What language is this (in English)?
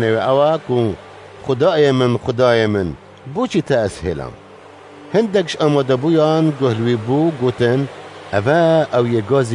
Kurdish